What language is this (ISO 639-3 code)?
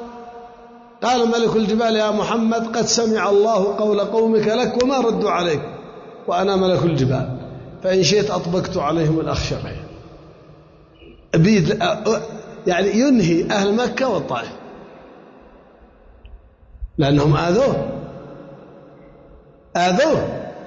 ara